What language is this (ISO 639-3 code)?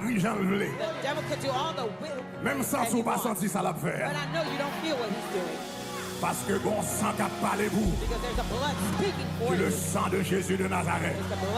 hat